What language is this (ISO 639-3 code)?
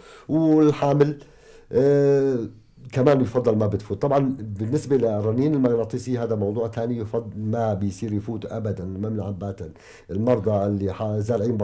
apc